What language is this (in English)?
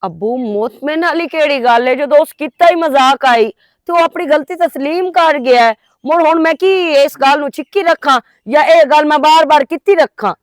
Western Panjabi